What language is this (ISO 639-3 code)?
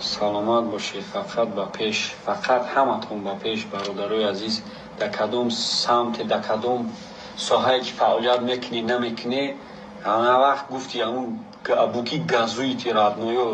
tgk